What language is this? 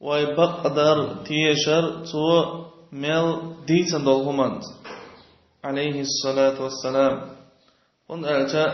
Chechen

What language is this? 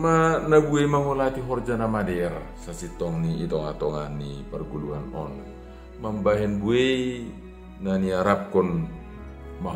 Batak Simalungun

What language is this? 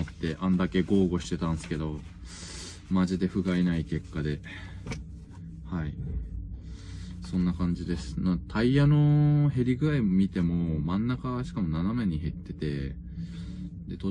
Japanese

